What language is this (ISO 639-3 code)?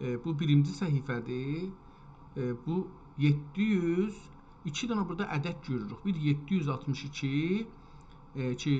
azb